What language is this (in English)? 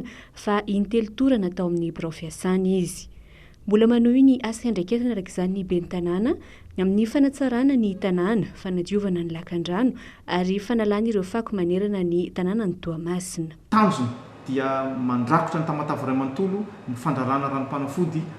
Malagasy